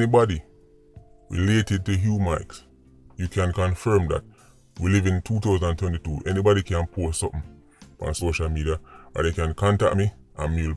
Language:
Jamaican Creole English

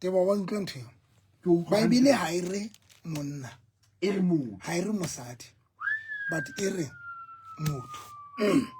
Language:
Southern Sotho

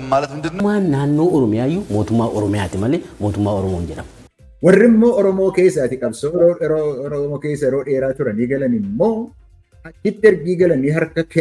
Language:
Oromo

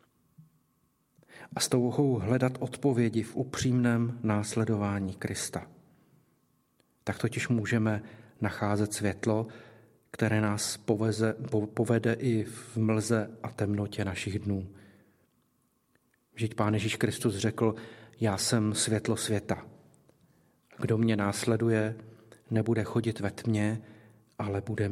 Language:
Czech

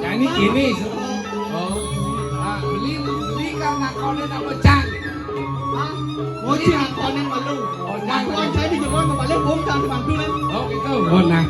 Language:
Balinese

